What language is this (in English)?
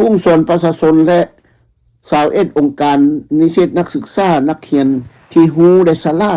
Lao